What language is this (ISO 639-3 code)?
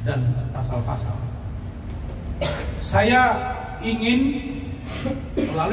ind